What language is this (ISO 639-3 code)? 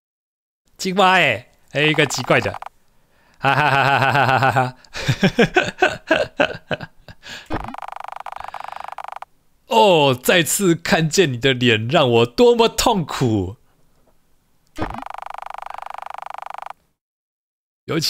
zho